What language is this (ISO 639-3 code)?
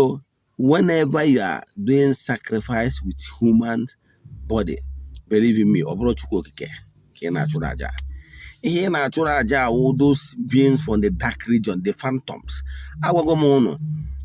ibo